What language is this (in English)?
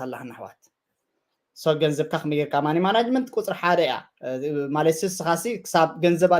Tigrinya